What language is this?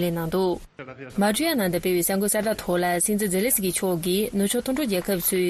Tibetan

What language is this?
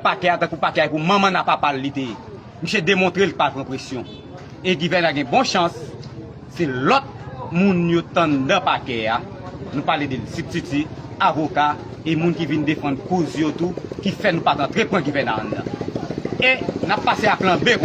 Haitian Creole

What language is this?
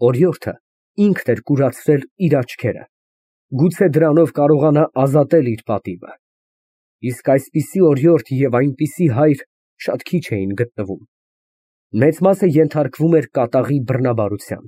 Armenian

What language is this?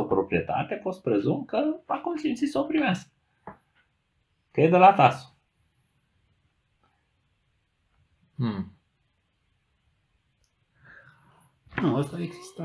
Romanian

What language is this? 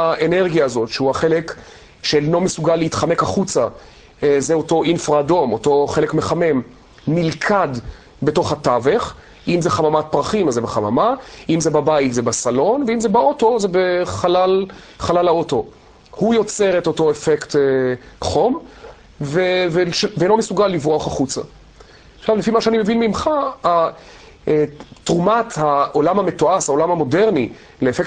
Hebrew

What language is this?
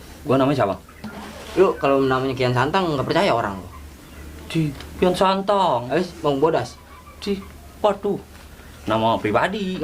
Betawi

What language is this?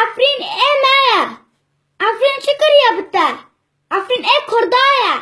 Kurdish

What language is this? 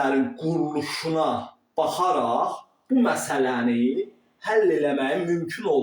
Azerbaijani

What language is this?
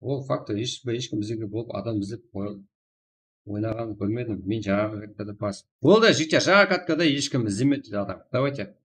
Kara-Kalpak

